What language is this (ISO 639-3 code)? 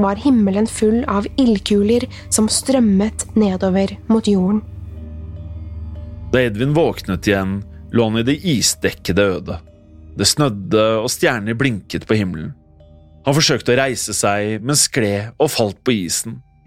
nor